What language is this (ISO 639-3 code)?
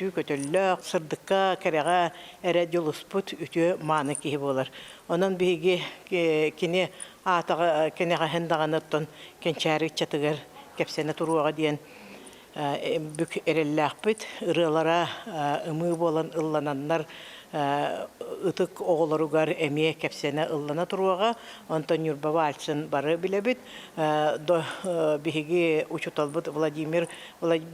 sah